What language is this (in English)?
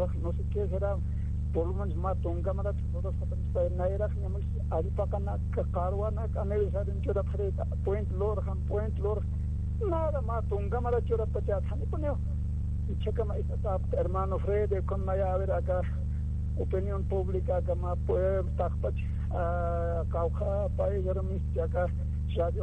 Aymara